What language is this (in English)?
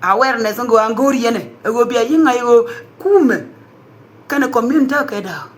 Nuer